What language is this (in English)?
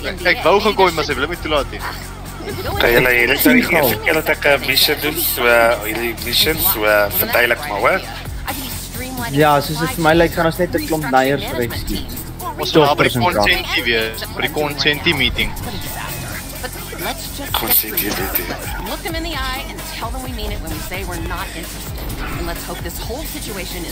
Afrikaans